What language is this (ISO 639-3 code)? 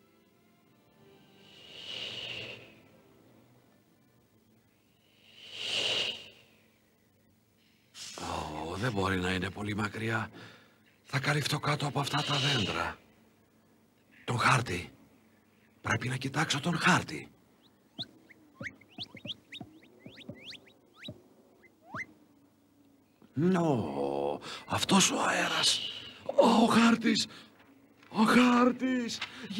ell